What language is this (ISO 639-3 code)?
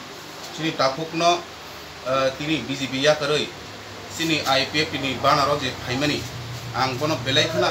trp